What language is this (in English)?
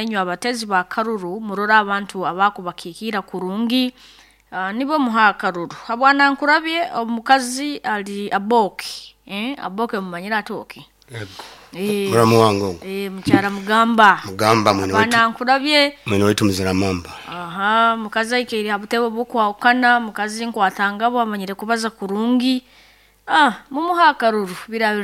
Nyoro